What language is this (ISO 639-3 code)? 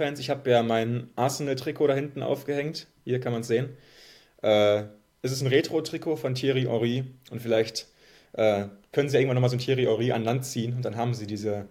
deu